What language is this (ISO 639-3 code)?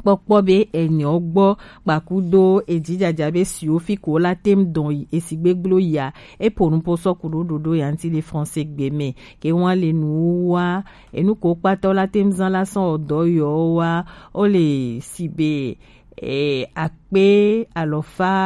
gej